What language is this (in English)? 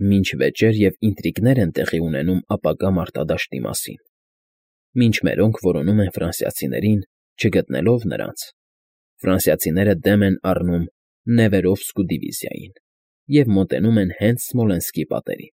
Armenian